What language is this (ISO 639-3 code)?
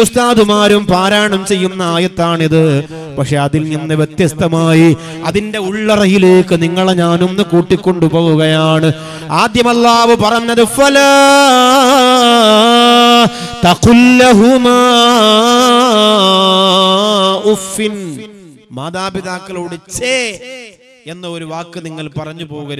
mal